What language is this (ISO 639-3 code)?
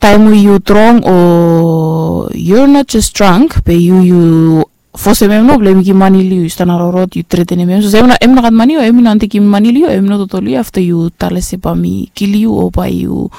bis